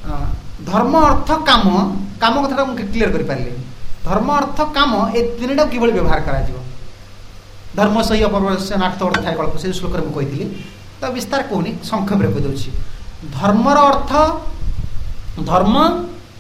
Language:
Odia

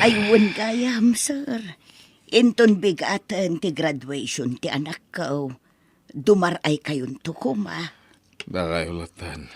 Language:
Iloko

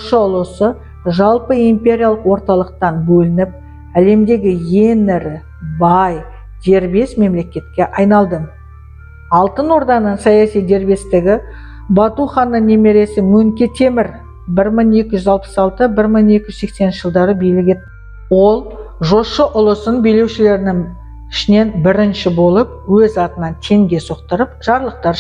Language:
Kazakh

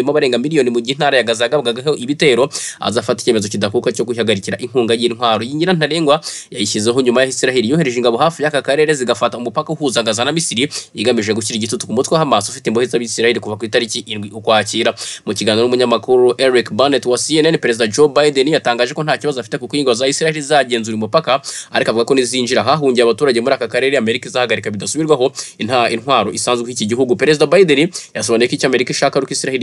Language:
Kinyarwanda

